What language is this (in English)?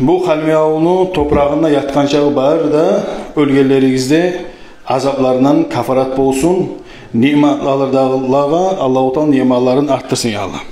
Kumyk